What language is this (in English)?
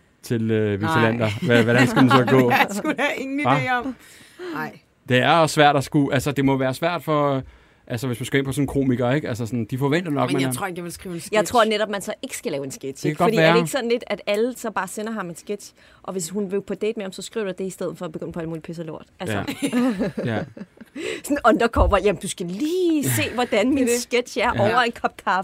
Danish